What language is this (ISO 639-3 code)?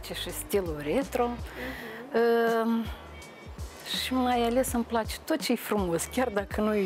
ron